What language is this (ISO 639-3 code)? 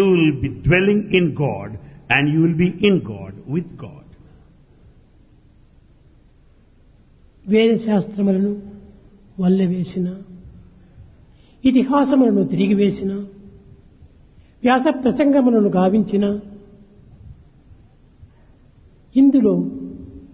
tel